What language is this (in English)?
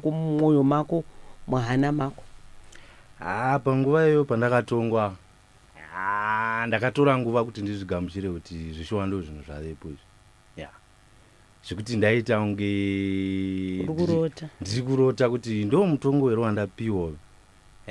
Shona